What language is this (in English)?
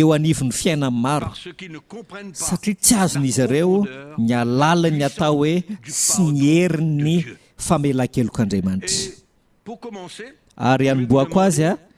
Malagasy